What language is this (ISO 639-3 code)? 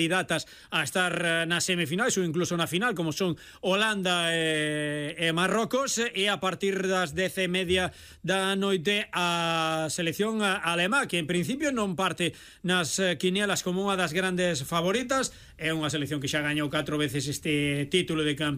glg